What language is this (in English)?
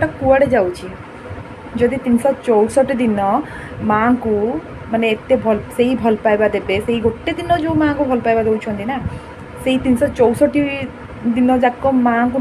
Odia